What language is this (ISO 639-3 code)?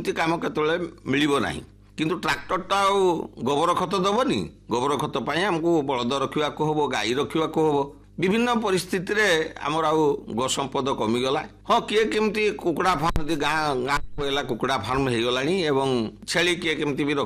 ori